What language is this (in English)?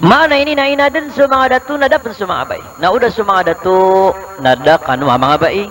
Maranao